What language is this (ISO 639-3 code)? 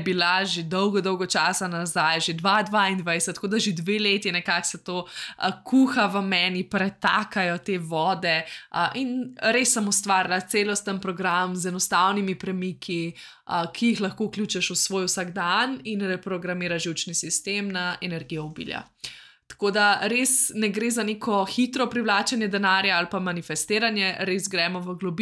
slv